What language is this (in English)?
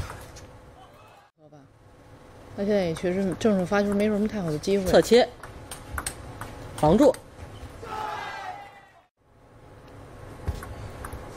Chinese